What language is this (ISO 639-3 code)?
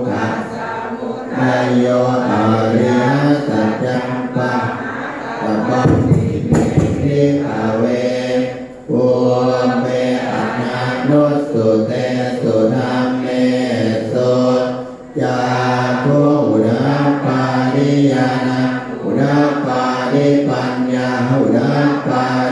pli